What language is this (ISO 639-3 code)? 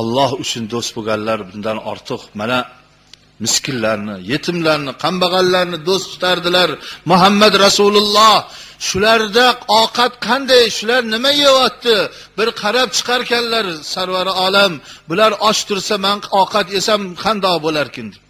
uzb